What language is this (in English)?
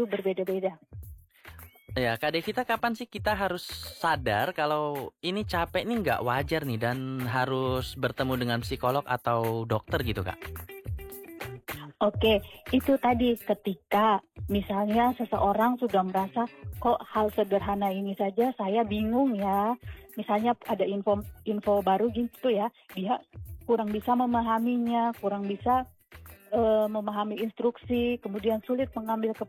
Indonesian